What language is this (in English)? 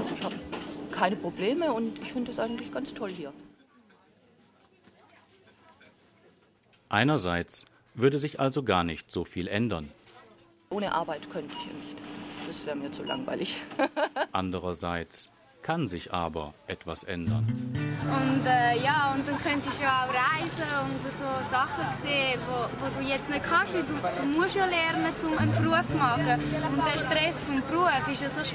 German